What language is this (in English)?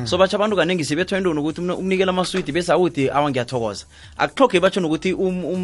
South Ndebele